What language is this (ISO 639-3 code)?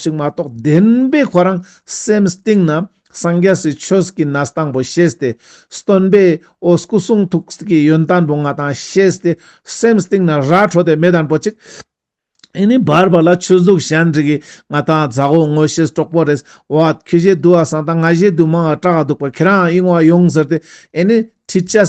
lbj